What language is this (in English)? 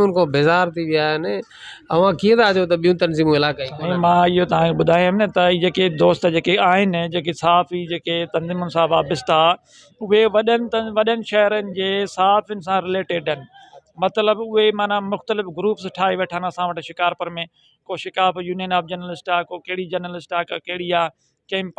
Sindhi